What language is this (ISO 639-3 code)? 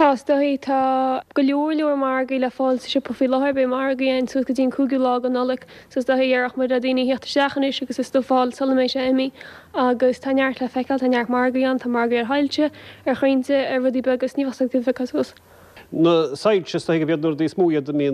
gle